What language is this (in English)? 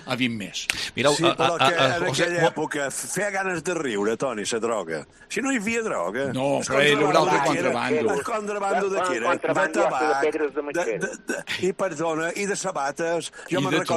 Catalan